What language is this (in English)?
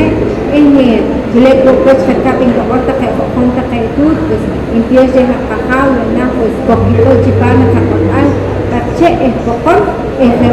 Poqomchi'